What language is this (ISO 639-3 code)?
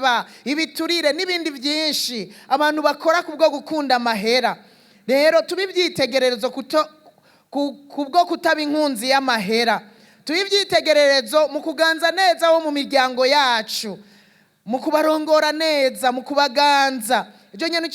run